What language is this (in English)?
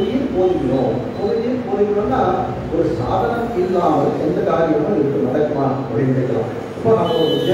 Tamil